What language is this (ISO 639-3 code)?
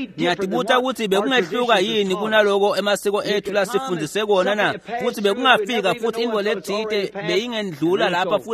ssw